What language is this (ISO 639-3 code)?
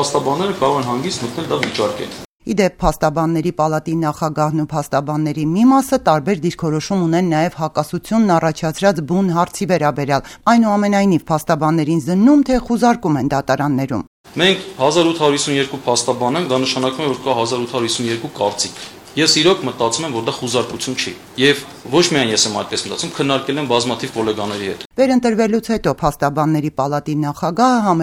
hye